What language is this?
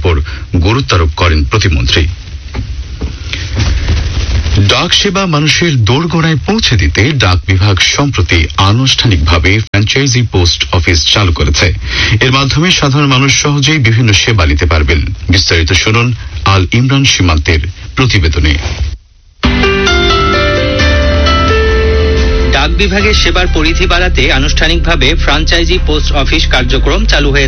Bangla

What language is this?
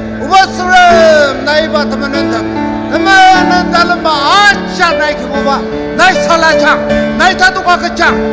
Ao Naga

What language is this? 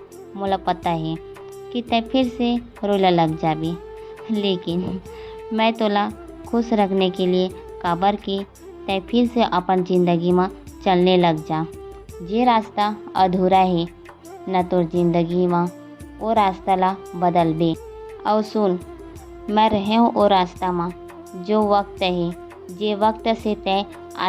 Chhattisgarhi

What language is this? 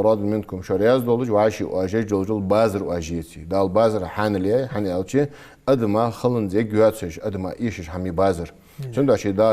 Ingush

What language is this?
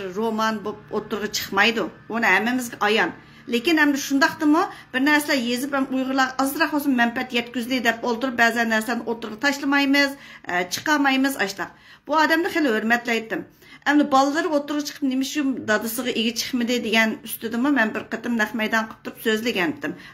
Uyghur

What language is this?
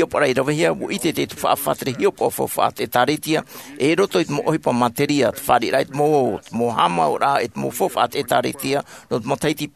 Tahitian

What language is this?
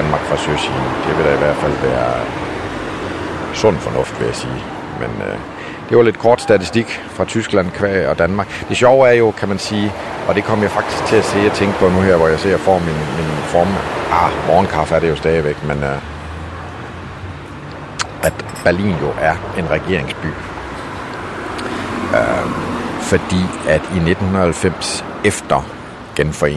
Danish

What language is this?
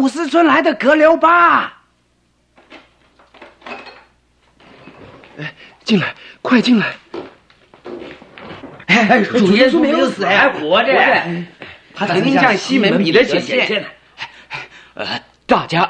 Chinese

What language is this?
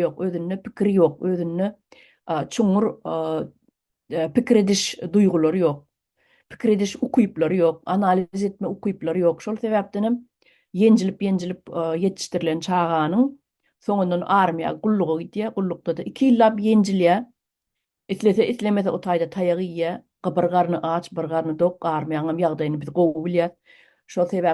Turkmen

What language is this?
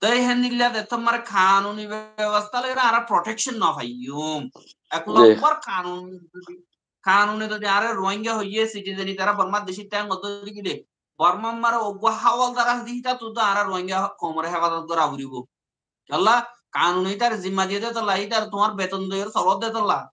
Rohingya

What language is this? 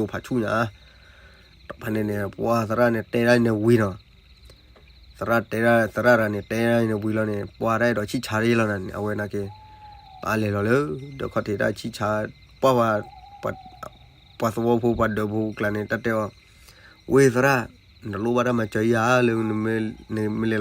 S'gaw Karen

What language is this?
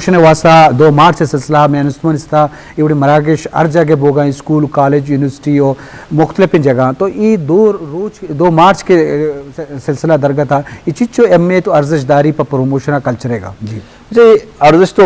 Eastern Balochi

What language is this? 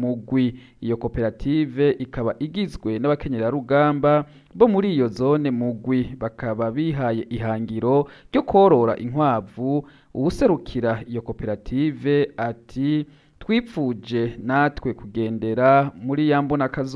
Rundi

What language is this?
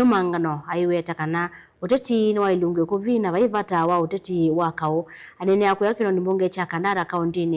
Kamba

